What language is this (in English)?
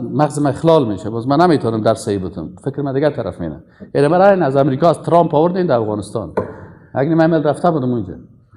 Persian